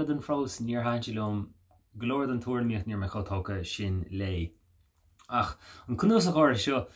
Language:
Irish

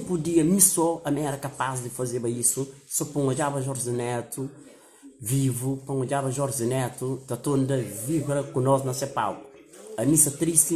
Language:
Kabuverdianu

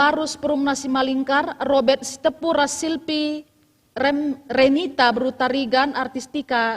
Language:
Batak Karo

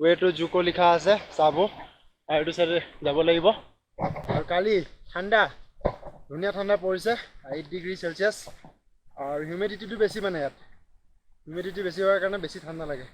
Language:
Assamese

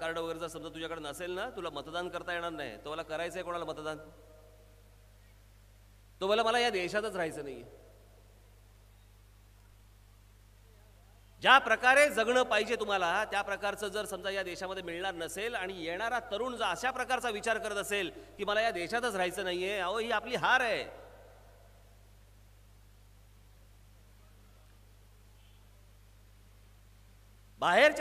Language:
Marathi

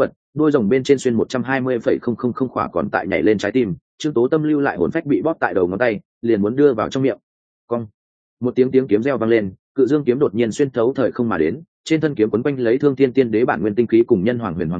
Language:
Vietnamese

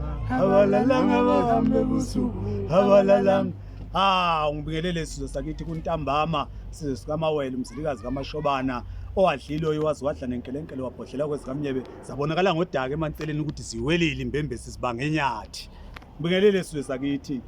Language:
Zulu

